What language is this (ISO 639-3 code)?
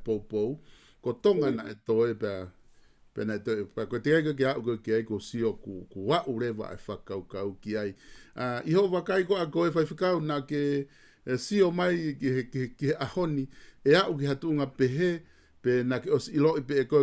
ton